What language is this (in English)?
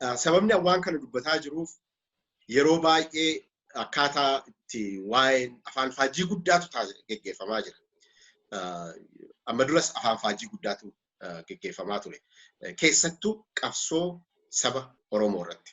Oromo